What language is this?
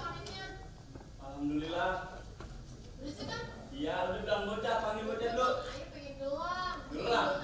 Betawi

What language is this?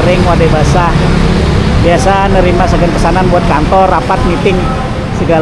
Banjar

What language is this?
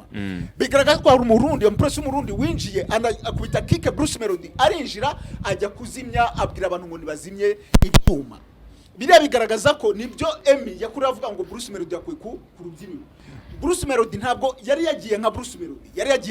Kinyarwanda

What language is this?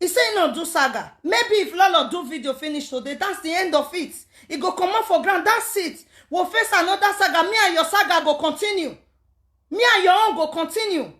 Nigerian Pidgin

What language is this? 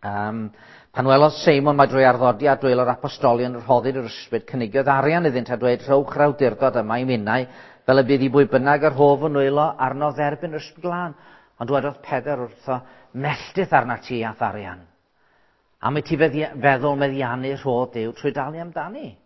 Welsh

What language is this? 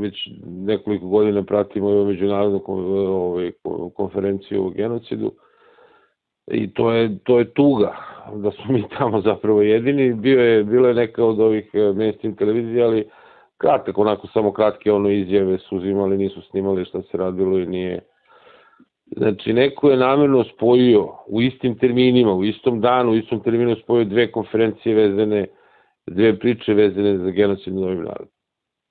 Serbian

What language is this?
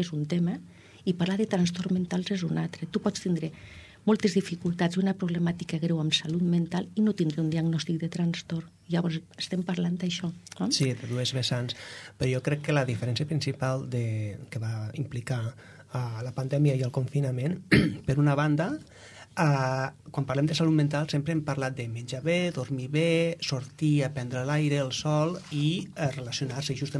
Catalan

